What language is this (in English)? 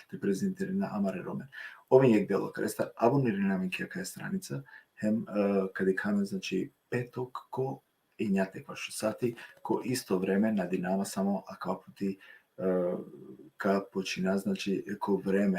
Balkan Romani